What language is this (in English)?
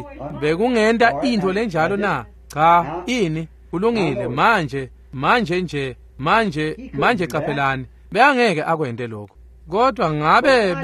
Swati